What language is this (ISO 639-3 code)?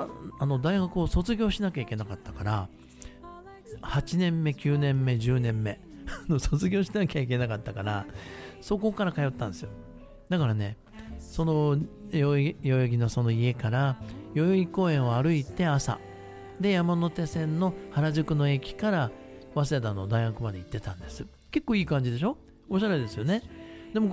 jpn